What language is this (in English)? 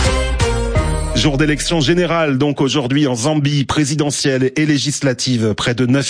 French